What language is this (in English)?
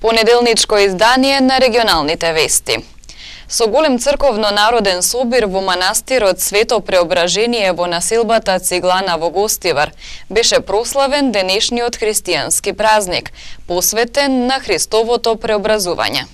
Macedonian